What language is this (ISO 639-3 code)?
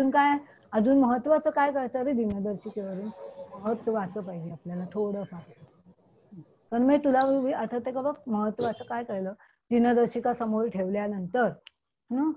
mar